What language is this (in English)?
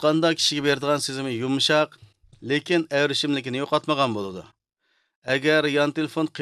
Uyghur